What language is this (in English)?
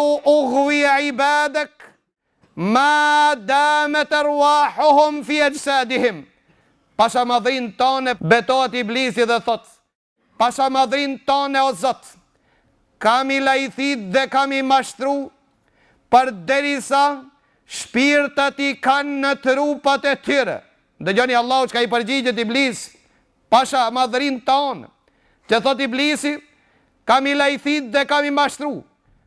Albanian